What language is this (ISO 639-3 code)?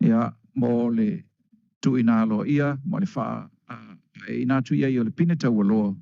smo